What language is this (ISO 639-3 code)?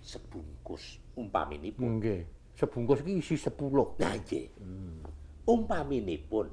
jav